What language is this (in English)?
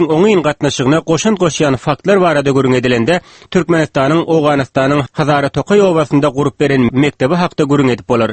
Turkmen